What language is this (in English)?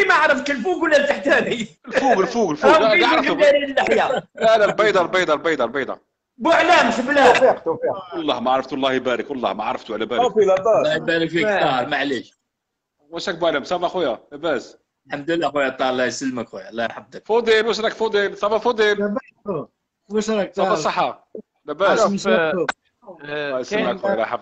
Algerian Arabic